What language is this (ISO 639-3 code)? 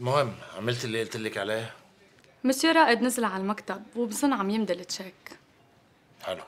apc